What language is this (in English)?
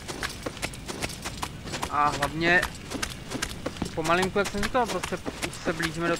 Czech